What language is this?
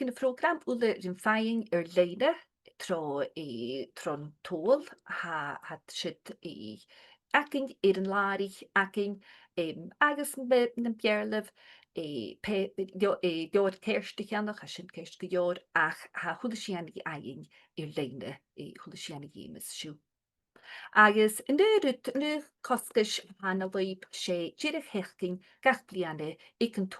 Scottish Gaelic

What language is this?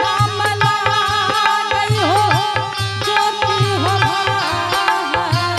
Angika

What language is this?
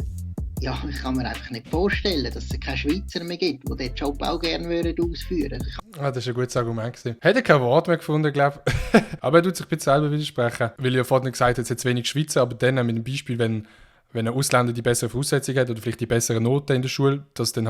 Swiss German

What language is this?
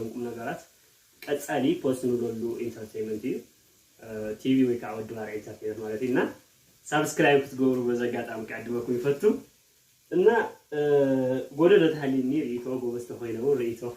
Tigrinya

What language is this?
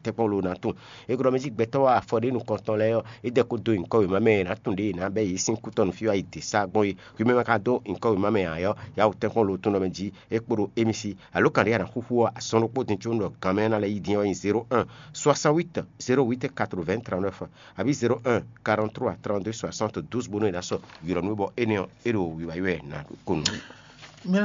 Fon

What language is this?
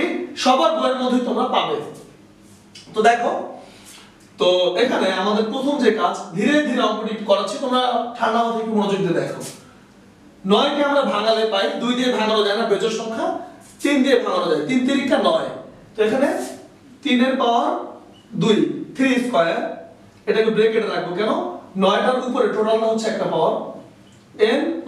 Bangla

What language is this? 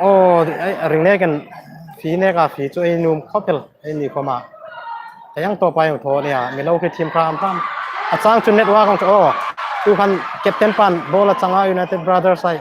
Hmar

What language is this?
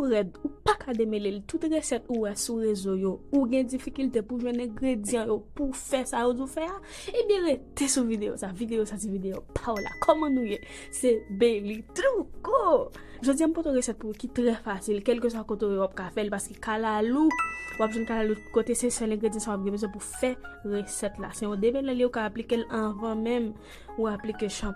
Haitian Creole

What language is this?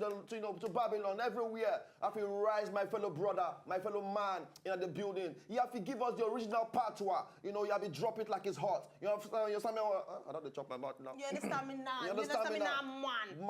Nigerian Pidgin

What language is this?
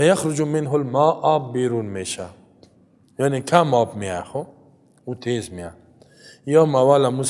Persian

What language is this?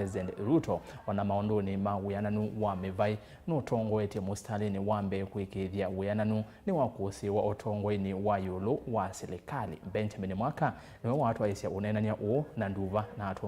Kamba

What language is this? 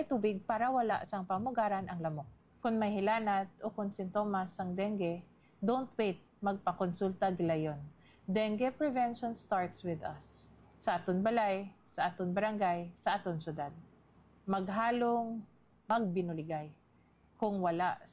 Hiligaynon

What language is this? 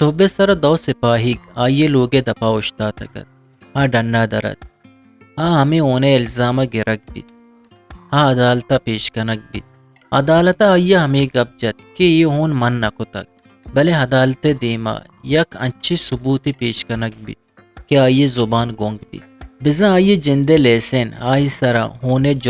Eastern Balochi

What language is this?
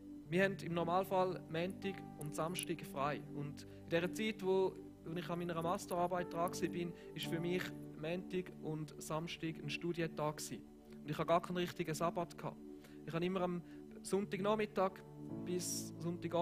Swiss German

